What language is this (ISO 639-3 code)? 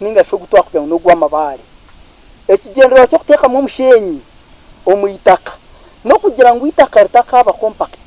nyn